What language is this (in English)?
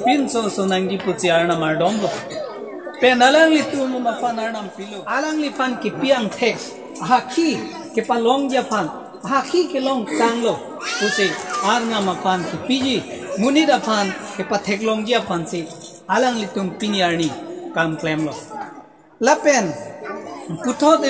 Karbi